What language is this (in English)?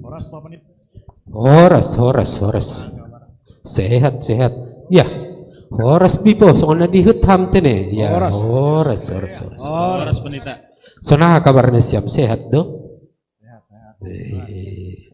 Batak Simalungun